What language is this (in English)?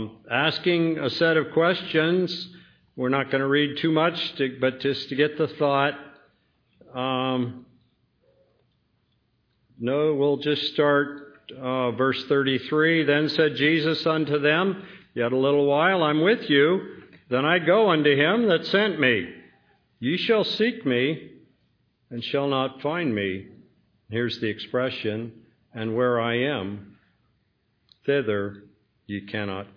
English